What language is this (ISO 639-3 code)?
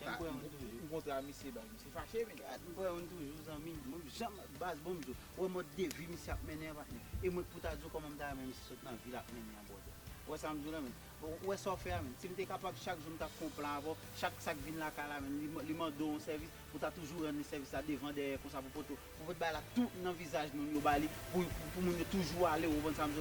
hat